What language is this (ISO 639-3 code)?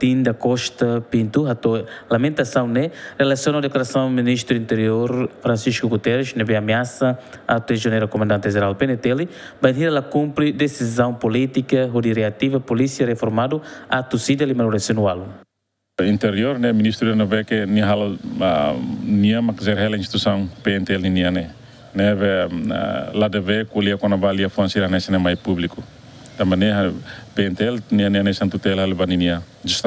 tet